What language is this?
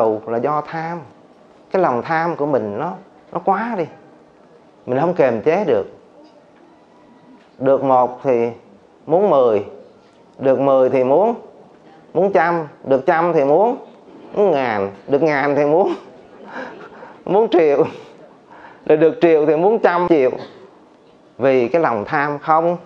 Vietnamese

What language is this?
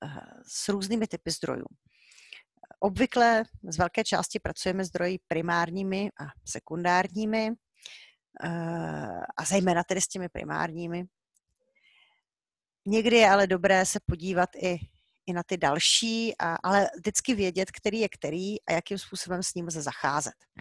Czech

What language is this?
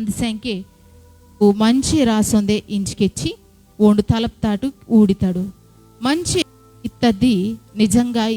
Koya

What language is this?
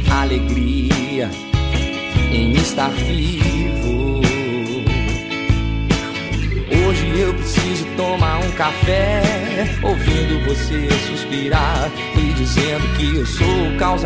Portuguese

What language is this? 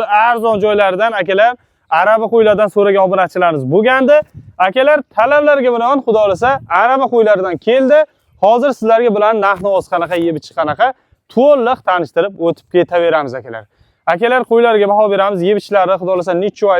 Uzbek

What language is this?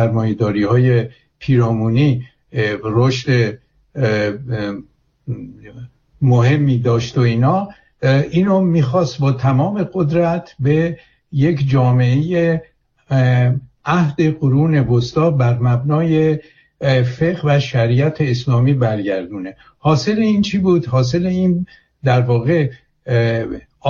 Persian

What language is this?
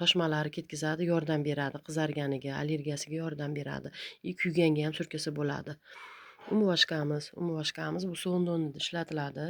Uzbek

